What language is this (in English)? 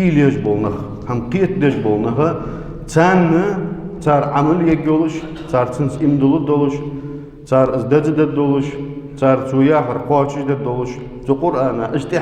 Ingush